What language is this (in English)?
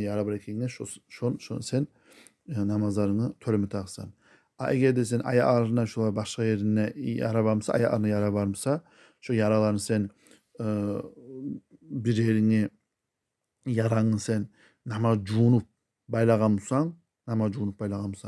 Kumyk